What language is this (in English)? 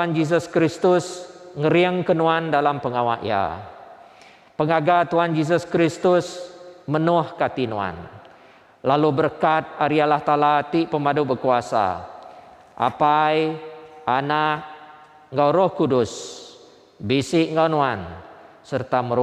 Iban